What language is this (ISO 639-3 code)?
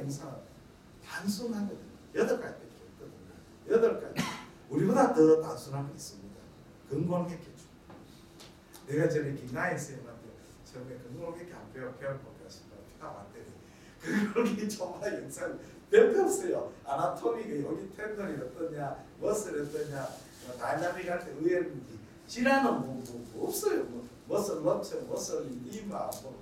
kor